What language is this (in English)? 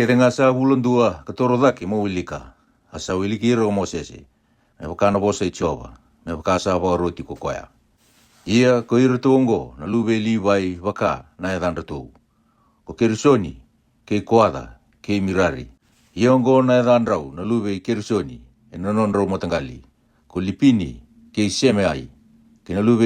Fijian